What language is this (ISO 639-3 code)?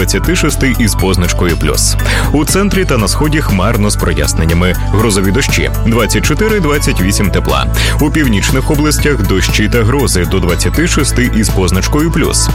ukr